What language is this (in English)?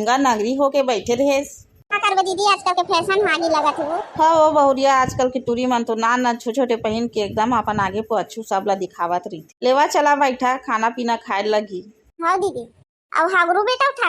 Chhattisgarhi